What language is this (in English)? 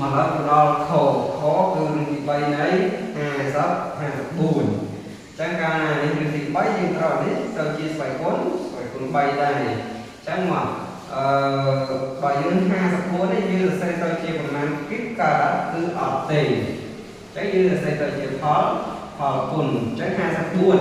Khmer